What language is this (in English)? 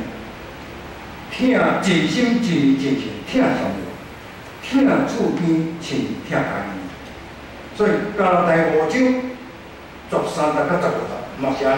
Min Nan Chinese